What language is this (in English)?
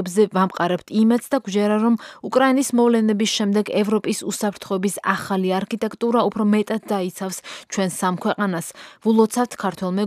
Georgian